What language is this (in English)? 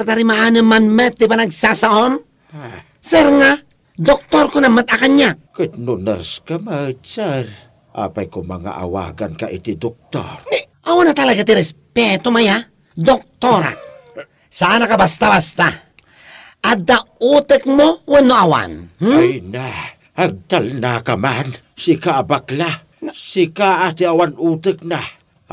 Iloko